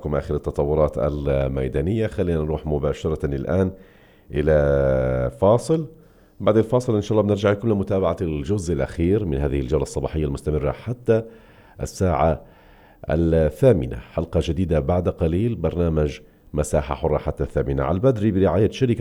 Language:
North Levantine Arabic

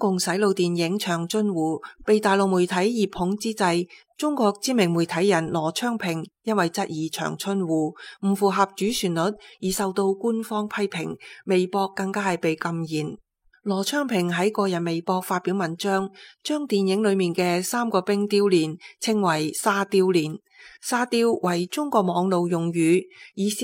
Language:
Cantonese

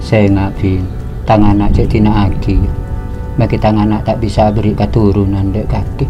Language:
Madurese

